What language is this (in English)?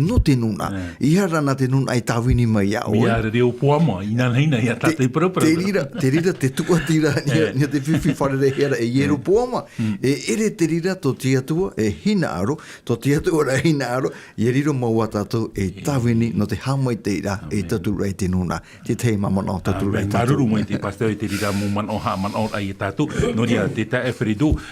Tahitian